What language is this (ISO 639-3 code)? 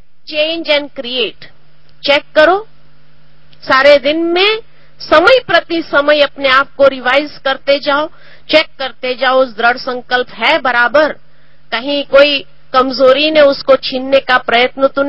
hin